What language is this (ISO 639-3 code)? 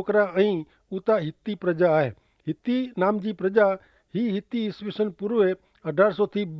kfr